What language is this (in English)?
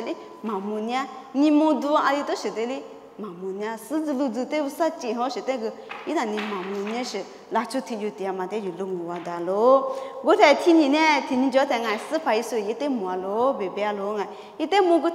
Lisu